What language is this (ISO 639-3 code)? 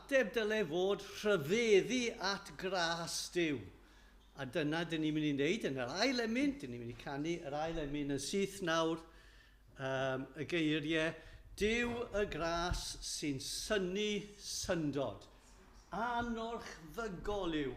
cym